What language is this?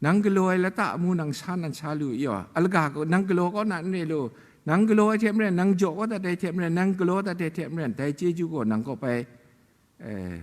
Kachin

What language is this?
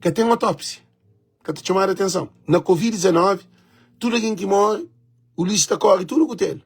Kabuverdianu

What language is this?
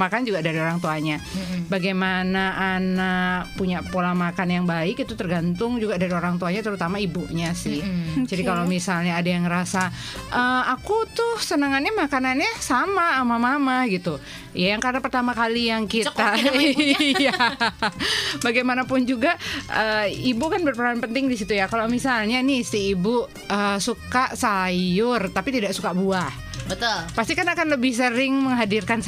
Indonesian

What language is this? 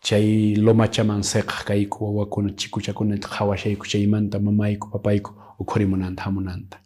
Quechua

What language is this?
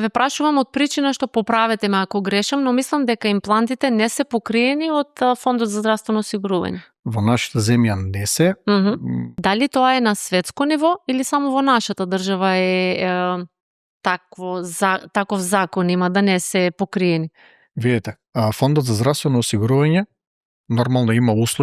Macedonian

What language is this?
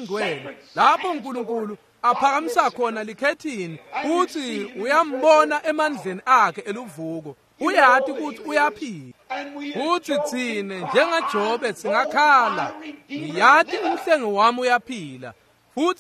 Swati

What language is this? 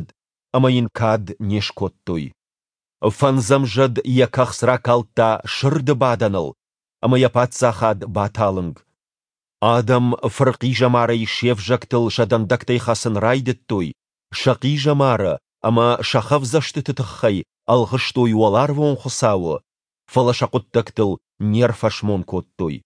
Ossetic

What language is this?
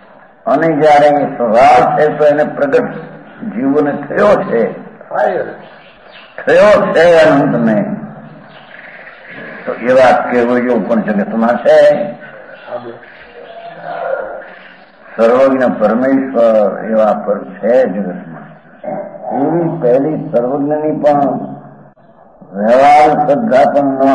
Gujarati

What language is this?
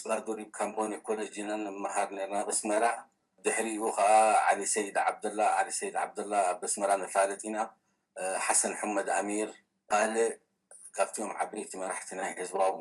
Tigrinya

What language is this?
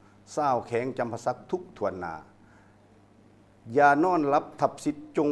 Lao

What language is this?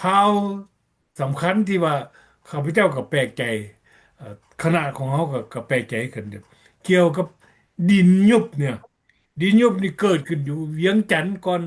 Lao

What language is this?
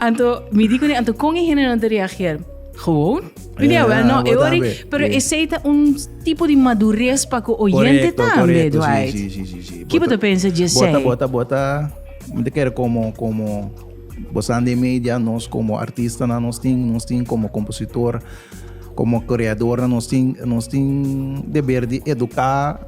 Papiamento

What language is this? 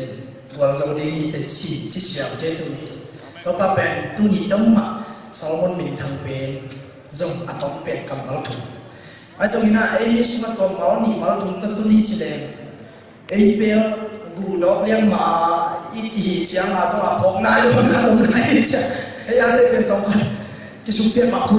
Tedim Chin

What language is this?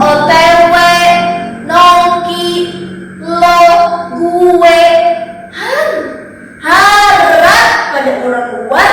Banjar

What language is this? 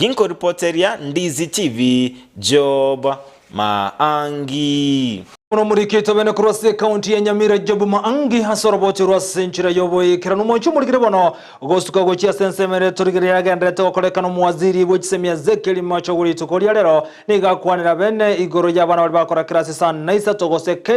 Gusii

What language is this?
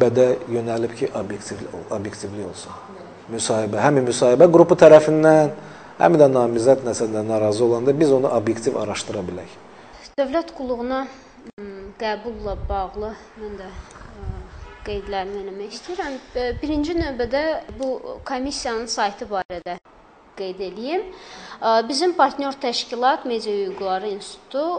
Azerbaijani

